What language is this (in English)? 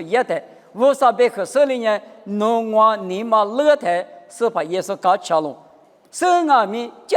Lisu